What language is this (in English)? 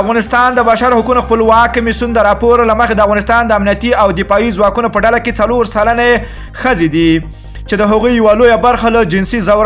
Pashto